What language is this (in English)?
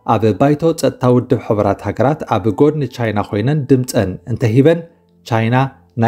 Tigrinya